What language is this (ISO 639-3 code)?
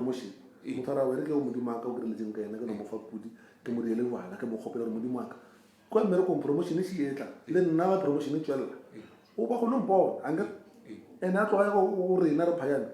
nso